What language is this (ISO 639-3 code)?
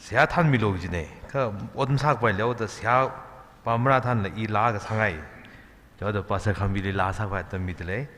nmf